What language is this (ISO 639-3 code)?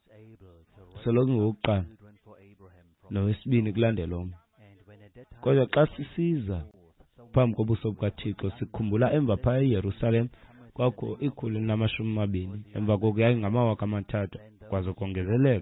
xho